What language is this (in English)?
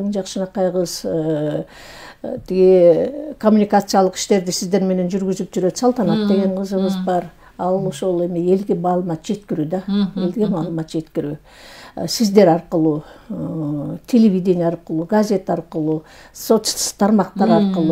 Kyrgyz